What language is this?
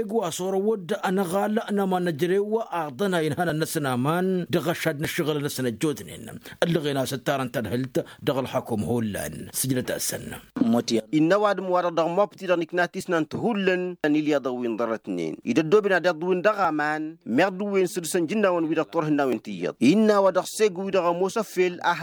Tamasheq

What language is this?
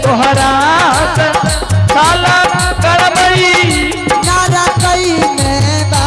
Angika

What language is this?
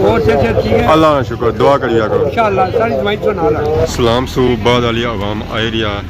Pahari-Potwari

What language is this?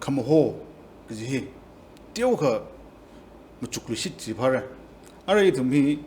Tangkhul Naga (India)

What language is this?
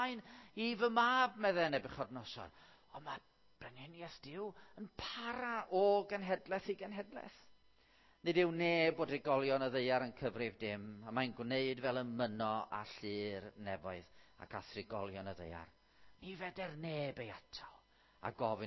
Welsh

